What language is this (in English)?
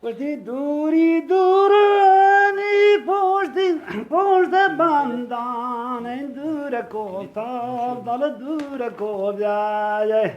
Eastern Balochi